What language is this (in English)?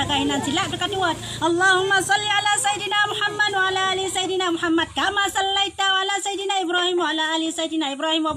Achinese